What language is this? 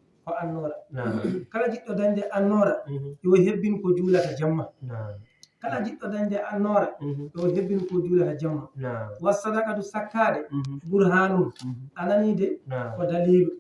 Fula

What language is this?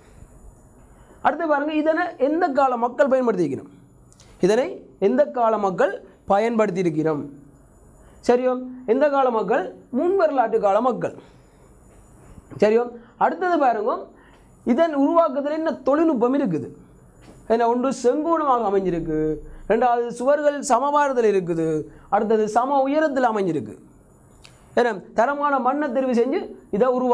Tamil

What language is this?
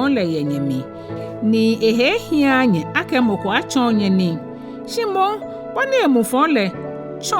Ga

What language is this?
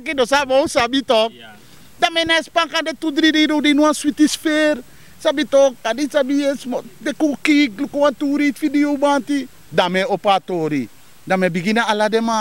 Sranan Tongo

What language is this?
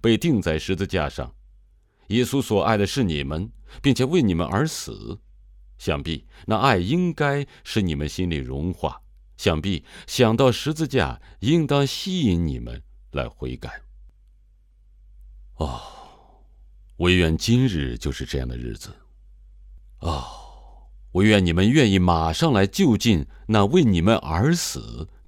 Chinese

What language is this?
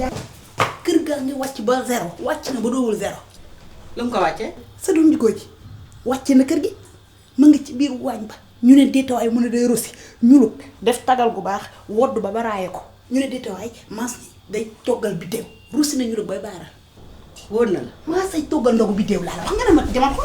Wolof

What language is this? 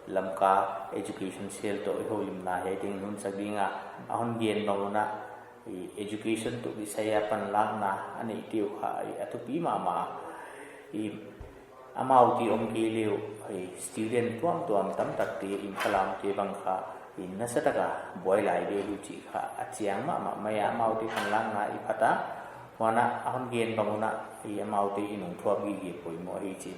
Paite Chin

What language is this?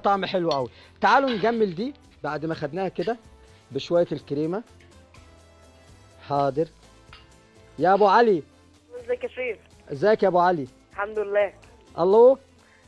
Egyptian Arabic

